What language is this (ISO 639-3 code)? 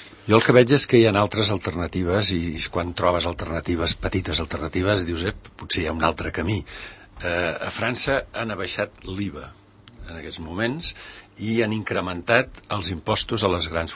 cat